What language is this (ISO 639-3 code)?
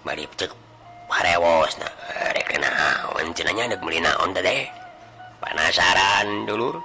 sun